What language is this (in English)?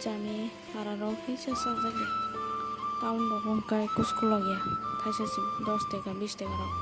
Kok Borok